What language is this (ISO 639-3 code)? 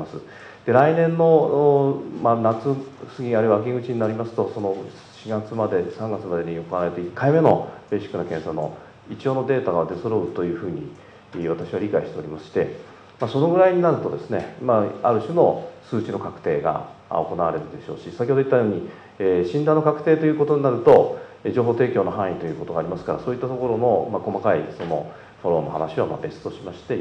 jpn